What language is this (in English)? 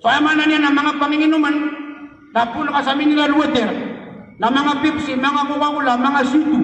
Maranao